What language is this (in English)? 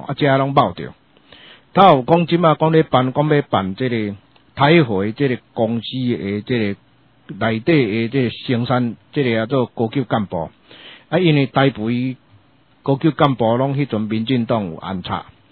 Min Nan Chinese